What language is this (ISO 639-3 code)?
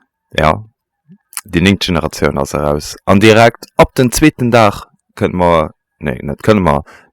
ltz